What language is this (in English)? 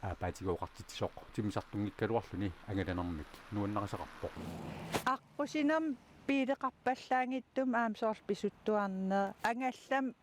Kalaallisut